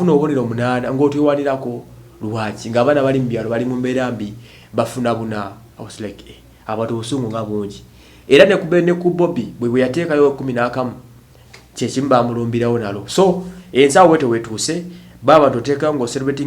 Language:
Ganda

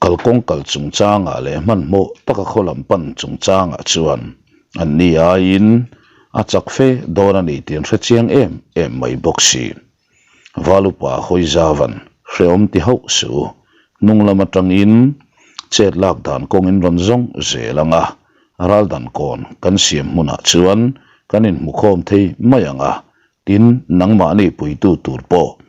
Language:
Mizo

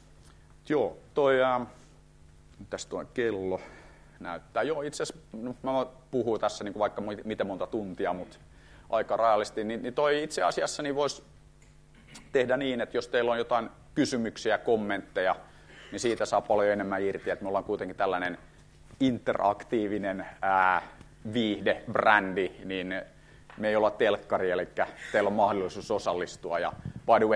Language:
Finnish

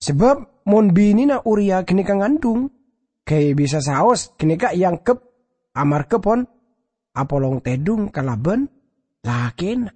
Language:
Madurese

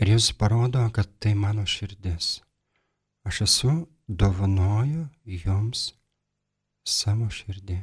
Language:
Lithuanian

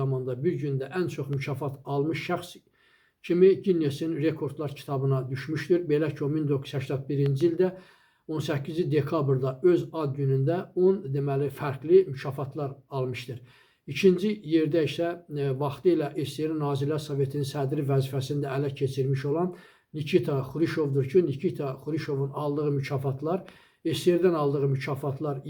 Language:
Azerbaijani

